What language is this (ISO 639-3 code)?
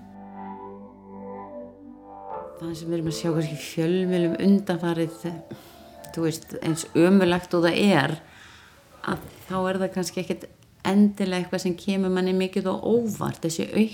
isl